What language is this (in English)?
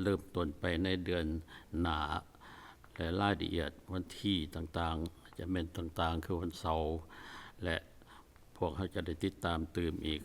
Lao